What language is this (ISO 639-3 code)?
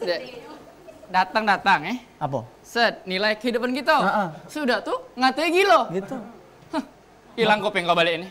mui